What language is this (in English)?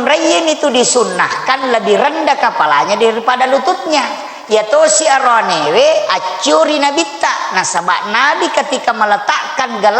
Buginese